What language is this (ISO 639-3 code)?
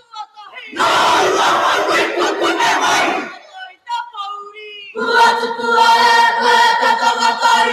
mri